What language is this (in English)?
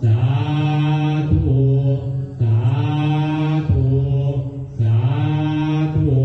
Pali